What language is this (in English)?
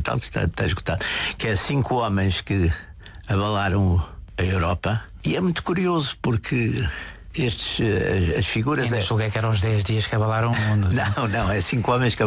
Portuguese